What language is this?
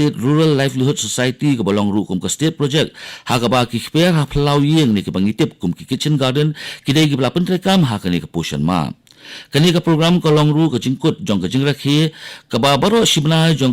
Khasi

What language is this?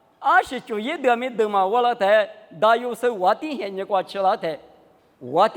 Lisu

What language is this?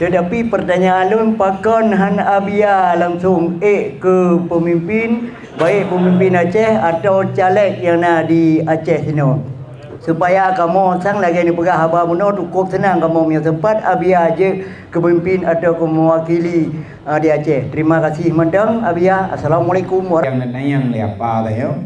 Achinese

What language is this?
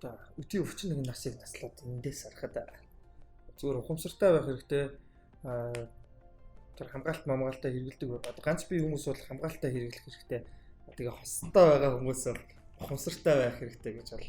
Mongolian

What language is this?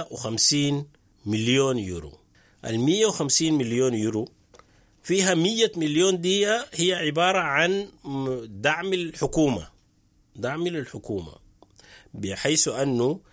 Sudanese Arabic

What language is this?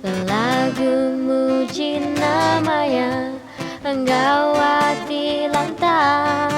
Iban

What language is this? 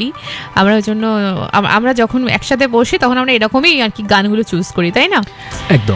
Bangla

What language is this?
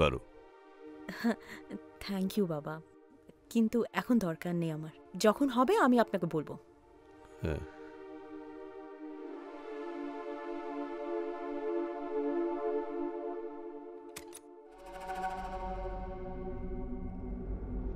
Bangla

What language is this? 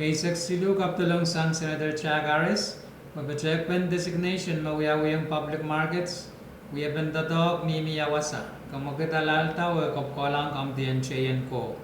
Pohnpeian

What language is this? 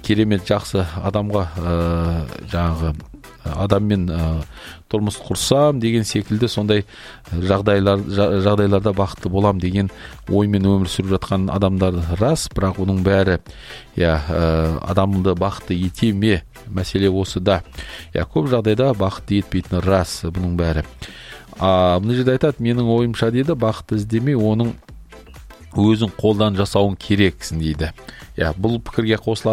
Kazakh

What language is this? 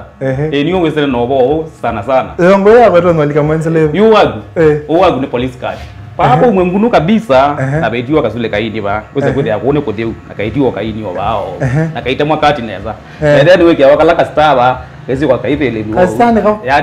Kamba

